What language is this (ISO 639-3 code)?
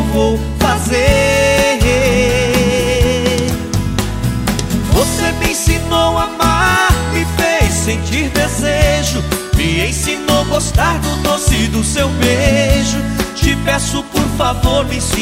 por